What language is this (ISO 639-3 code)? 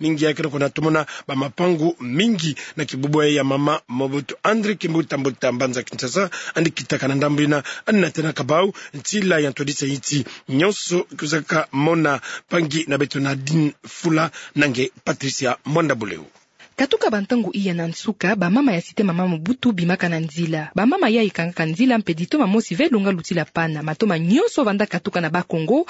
ktu